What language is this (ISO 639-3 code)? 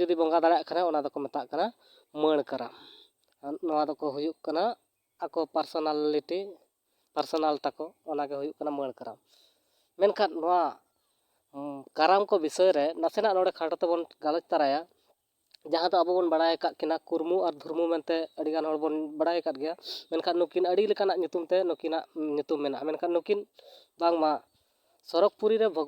sat